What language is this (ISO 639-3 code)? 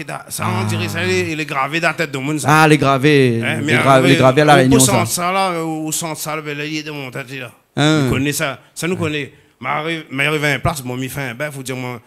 rcf